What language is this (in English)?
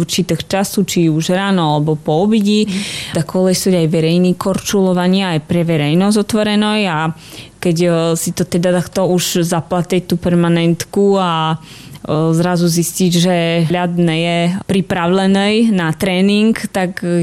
Slovak